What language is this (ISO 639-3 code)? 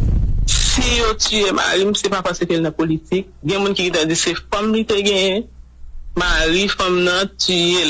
hat